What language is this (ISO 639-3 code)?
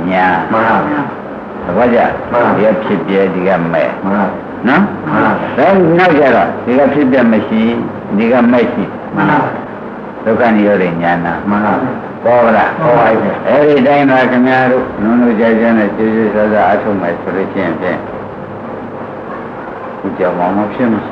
mya